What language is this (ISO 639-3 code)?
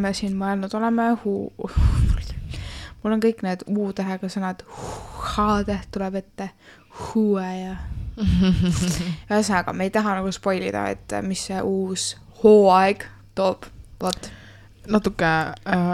est